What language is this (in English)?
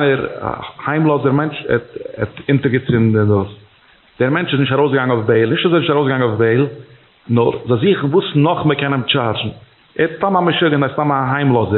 Yiddish